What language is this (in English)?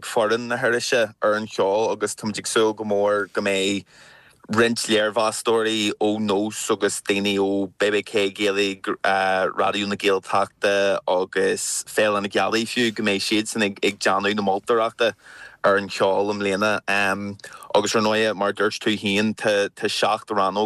Irish